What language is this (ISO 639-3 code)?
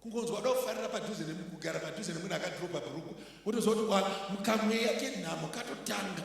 sna